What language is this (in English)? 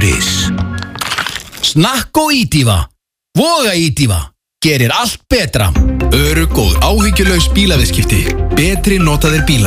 Icelandic